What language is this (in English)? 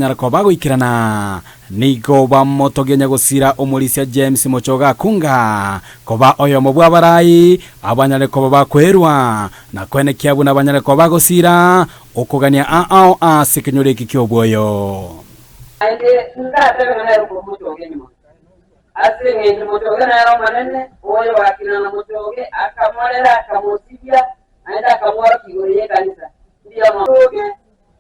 Gusii